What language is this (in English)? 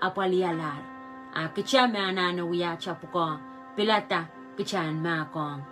Pohnpeian